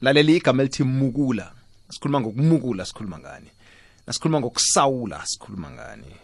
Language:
South Ndebele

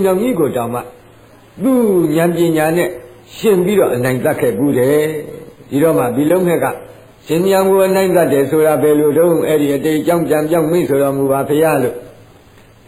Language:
Burmese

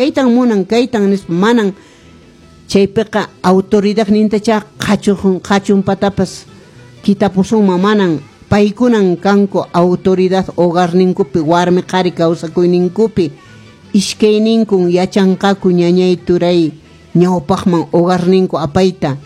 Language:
Quechua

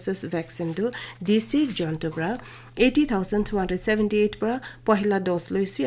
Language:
Naga Pidgin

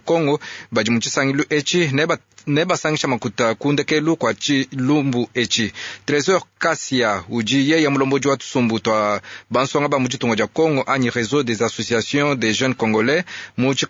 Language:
Luba-Lulua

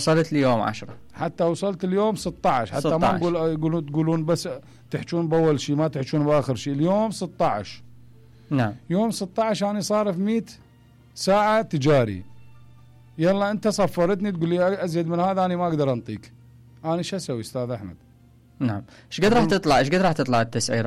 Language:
Mesopotamian Arabic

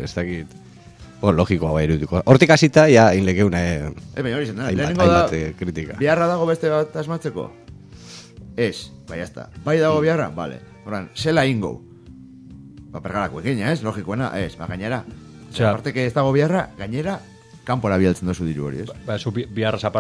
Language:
Basque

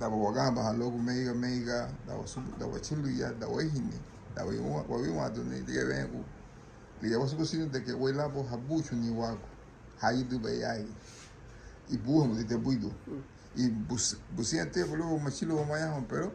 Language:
Garifuna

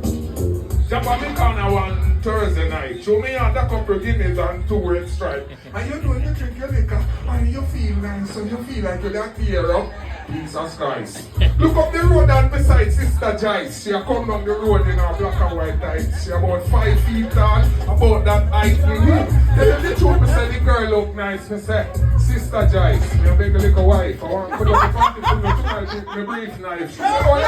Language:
Jamaican Creole English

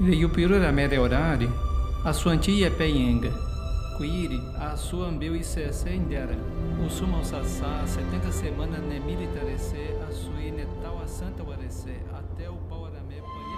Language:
Nheengatu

